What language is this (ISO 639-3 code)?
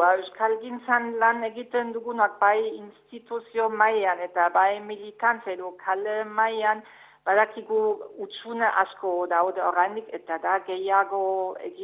eus